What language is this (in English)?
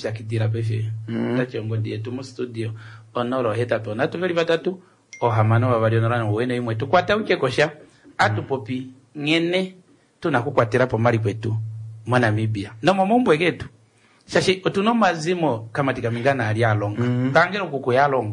Kuanyama